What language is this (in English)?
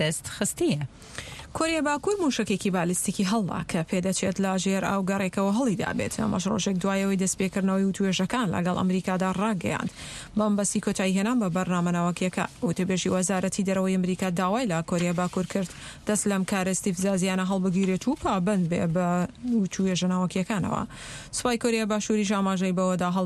Central Kurdish